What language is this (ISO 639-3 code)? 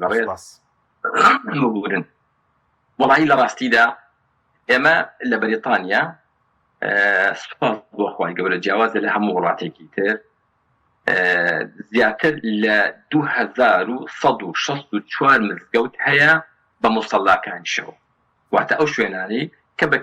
ckb